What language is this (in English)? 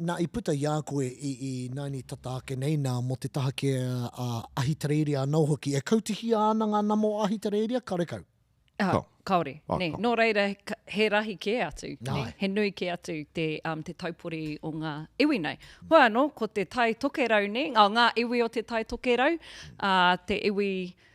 Māori